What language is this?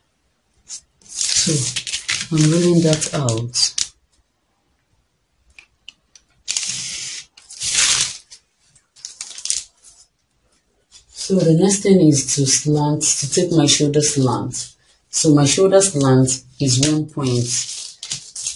English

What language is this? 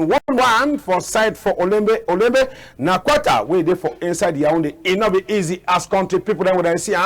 Cameroon Pidgin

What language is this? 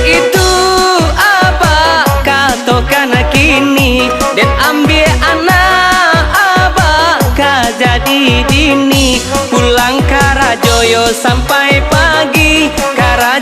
Minangkabau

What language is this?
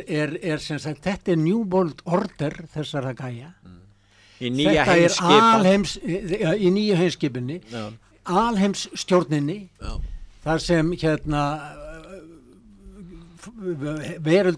Icelandic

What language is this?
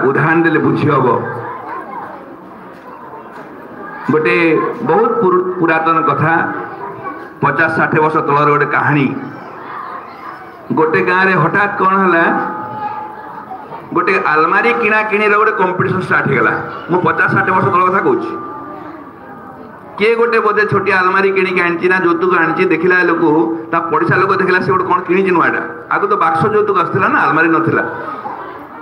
Odia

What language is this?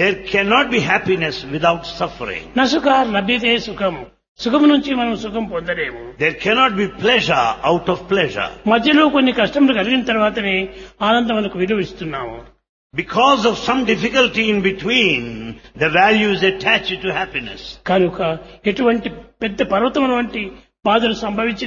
Telugu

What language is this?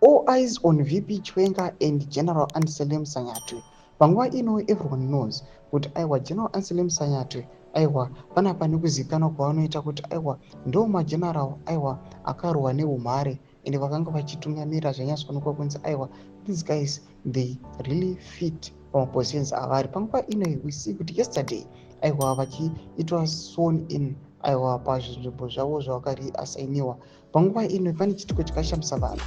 Shona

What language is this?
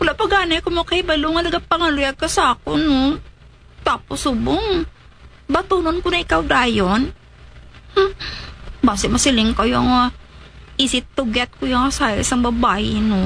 Hiligaynon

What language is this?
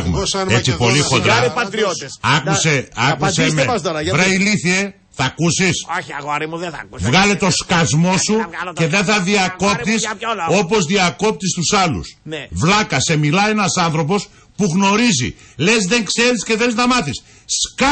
Greek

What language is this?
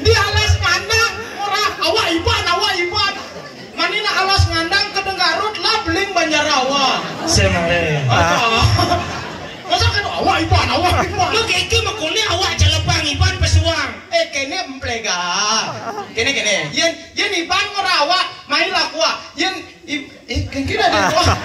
Balinese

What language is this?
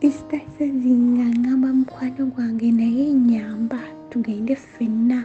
Ganda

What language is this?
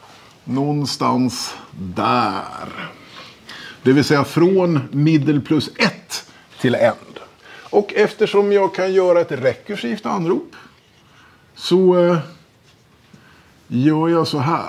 Swedish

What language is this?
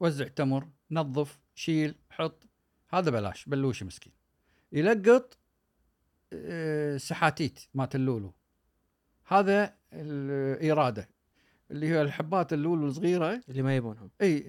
Gulf Arabic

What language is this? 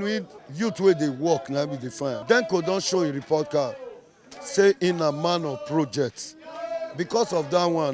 Nigerian Pidgin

